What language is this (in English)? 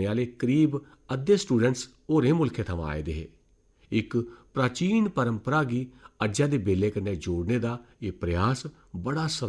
Dogri